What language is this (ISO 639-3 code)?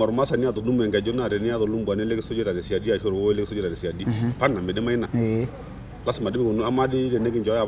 mas